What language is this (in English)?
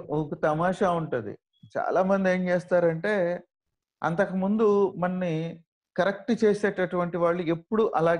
Telugu